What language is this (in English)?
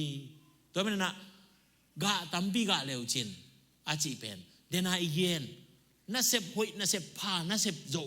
Tedim Chin